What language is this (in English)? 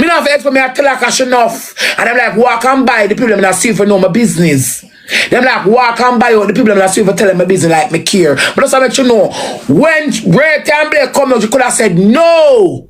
Jamaican Creole English